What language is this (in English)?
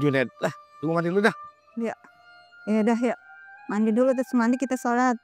Betawi